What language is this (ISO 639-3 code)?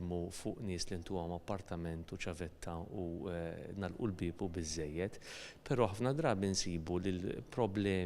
mlt